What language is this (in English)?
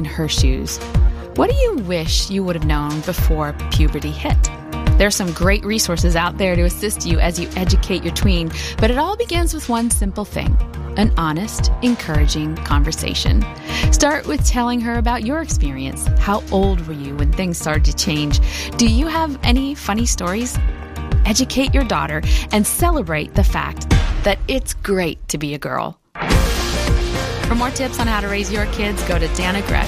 English